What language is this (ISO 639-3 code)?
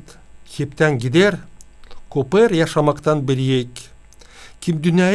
gag